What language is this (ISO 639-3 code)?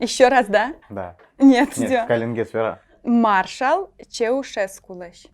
udm